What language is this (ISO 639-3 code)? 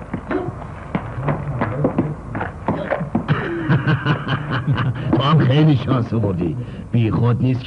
fas